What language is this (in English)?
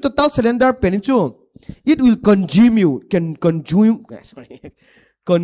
Paite Chin